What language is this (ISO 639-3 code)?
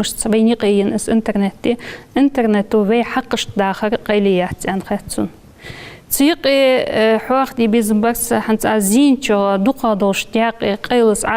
inh